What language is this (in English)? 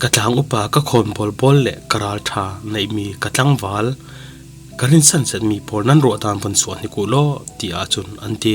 Falam Chin